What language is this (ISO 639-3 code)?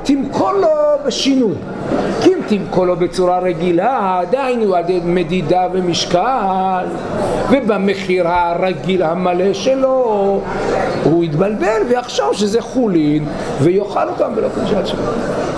heb